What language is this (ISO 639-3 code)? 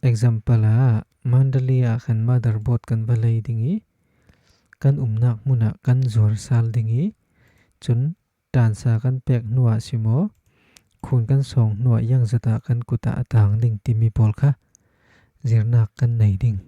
cfm